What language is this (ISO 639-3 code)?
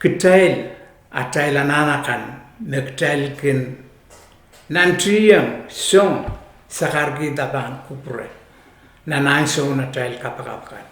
pon